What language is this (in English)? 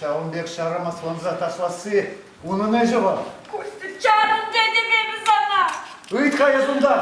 Chuvash